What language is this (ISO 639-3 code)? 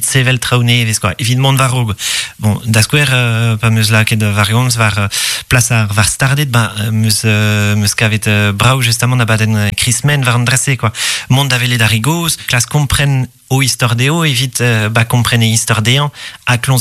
bre